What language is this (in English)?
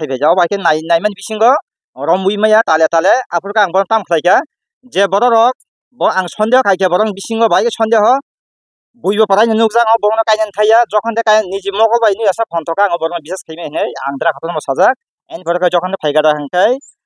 Kok Borok